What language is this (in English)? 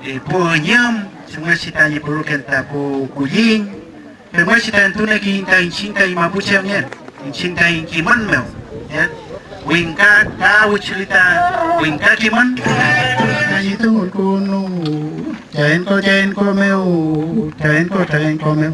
Mapuche